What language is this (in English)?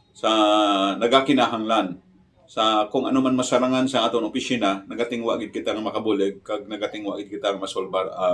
Hiligaynon